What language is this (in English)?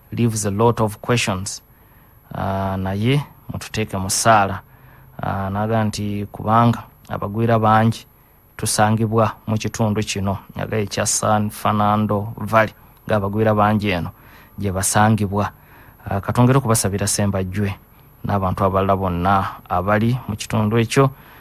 Ganda